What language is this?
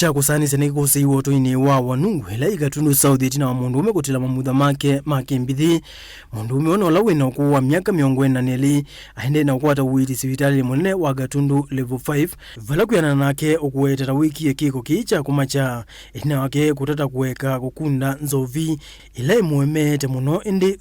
Kamba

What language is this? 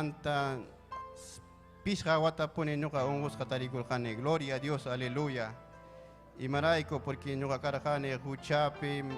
Ayacucho Quechua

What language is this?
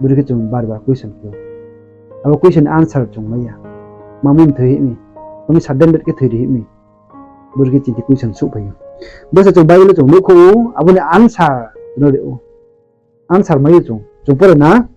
Riang (India)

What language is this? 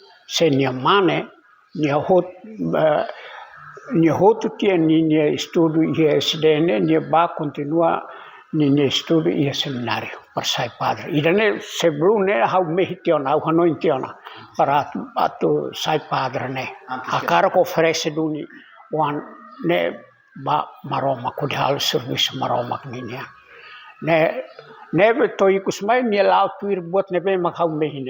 Tetum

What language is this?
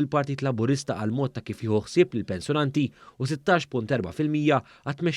Maltese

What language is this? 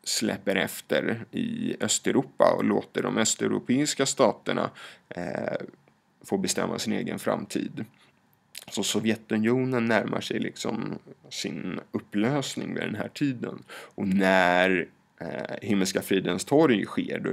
Swedish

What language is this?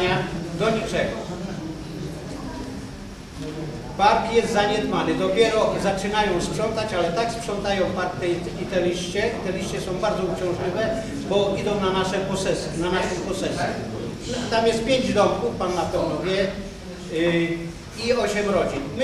Polish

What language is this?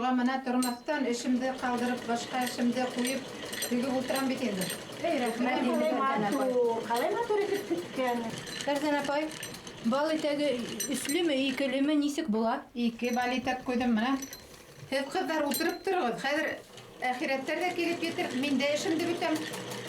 Bashkir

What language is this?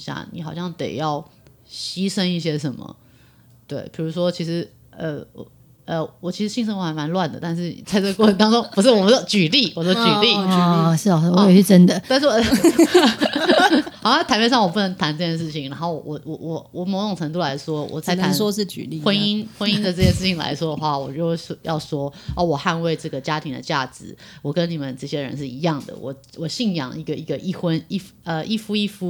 Chinese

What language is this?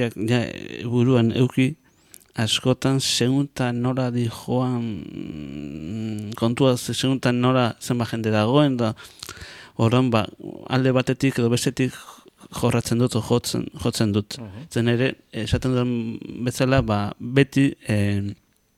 Basque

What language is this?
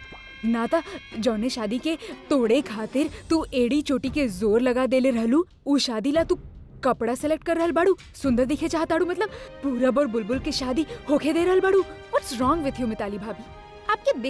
Bhojpuri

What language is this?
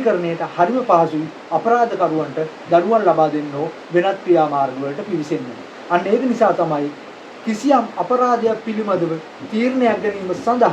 Sinhala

